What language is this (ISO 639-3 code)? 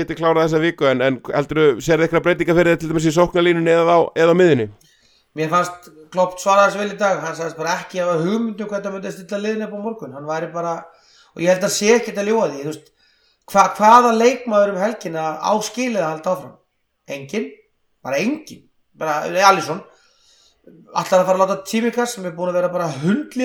isl